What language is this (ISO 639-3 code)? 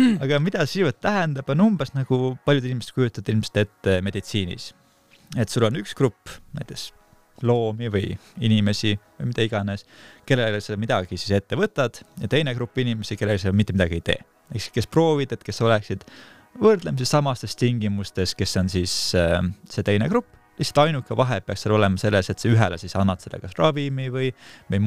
est